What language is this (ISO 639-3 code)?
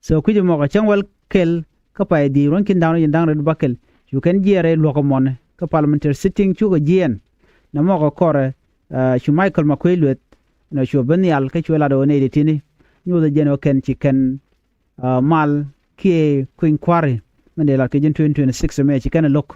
nus